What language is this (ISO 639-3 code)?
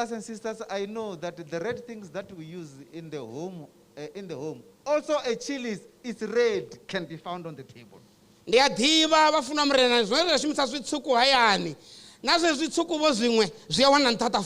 ven